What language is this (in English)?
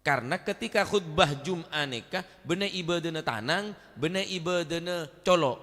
Madurese